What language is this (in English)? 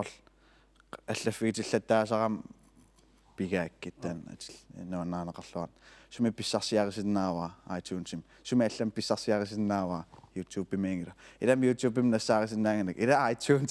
Kalaallisut